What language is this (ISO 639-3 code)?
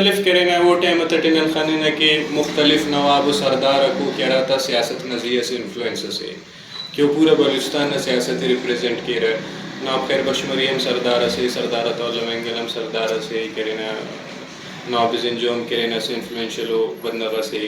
brh